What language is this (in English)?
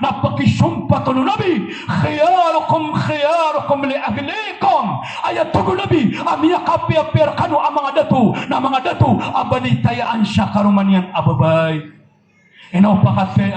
Maranao